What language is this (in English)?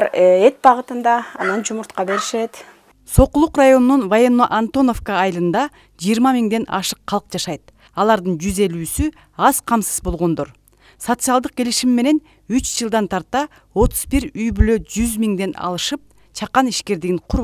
Kyrgyz